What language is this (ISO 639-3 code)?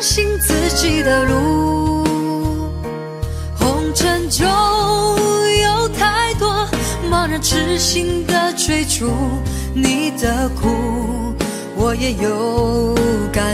zho